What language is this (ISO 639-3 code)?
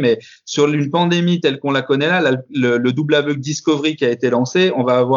fra